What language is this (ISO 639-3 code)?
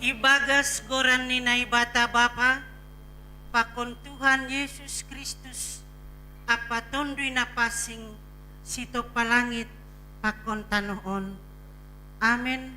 bts